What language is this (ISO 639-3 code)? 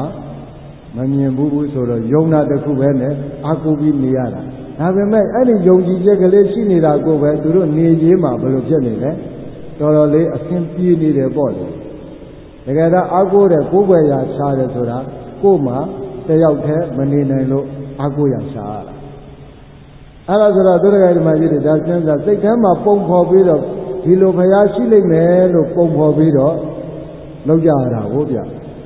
mya